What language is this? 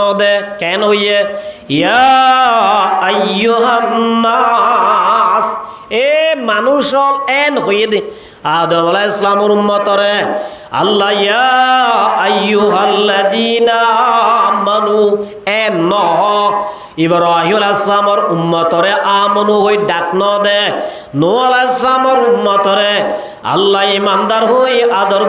Rohingya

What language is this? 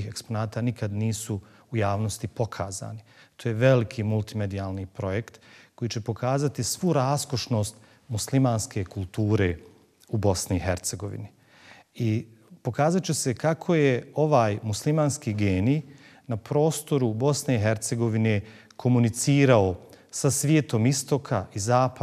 Bosnian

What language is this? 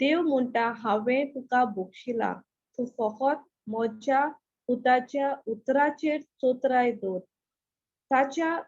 Konkani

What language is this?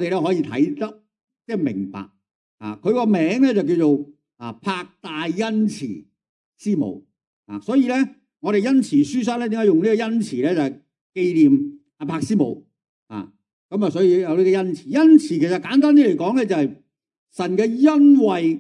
Cantonese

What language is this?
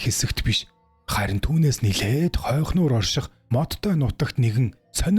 Mongolian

